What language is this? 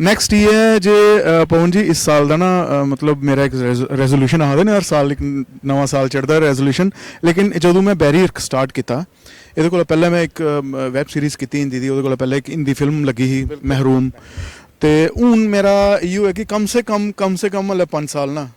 Dogri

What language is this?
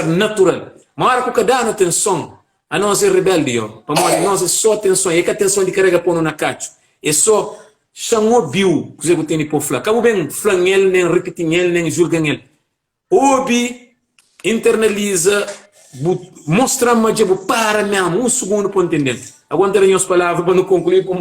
Kabuverdianu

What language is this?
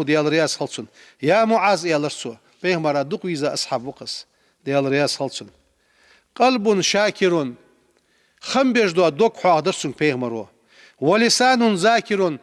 Ingush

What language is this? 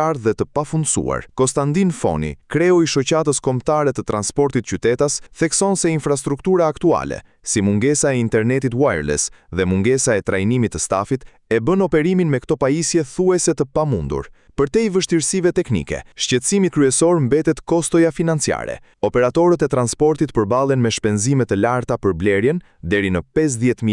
Albanian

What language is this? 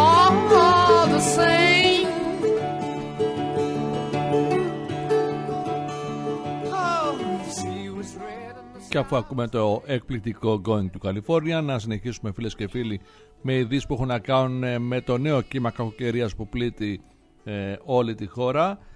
Greek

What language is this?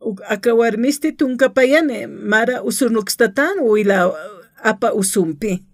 Aymara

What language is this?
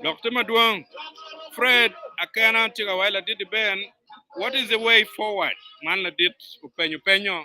Acoli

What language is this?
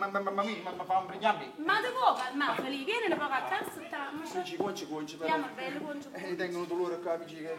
Neapolitan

